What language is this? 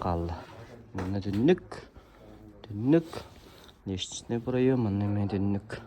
Yakut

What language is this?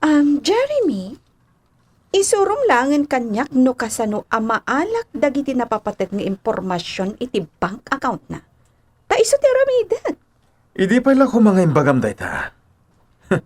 Iloko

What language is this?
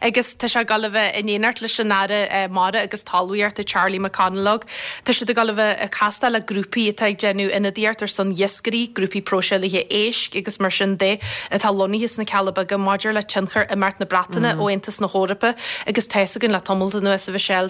Irish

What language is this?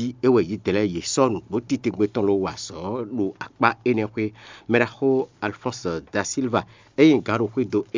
Fon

